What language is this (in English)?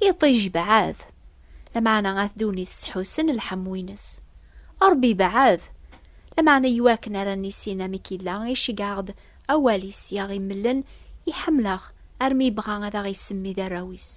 Kabyle